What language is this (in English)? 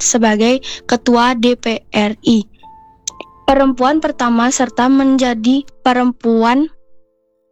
Indonesian